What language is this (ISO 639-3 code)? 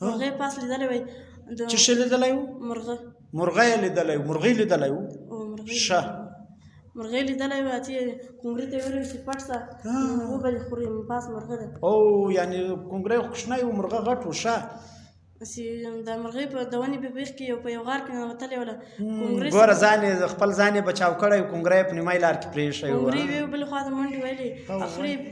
pus